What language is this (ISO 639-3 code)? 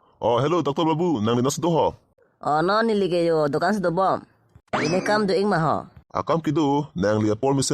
mjw